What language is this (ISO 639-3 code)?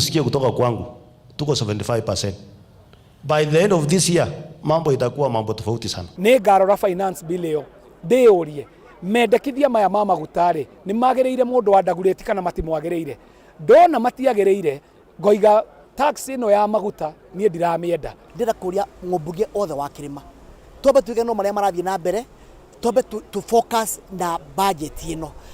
kik